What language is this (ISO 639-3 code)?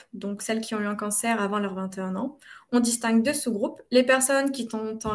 fra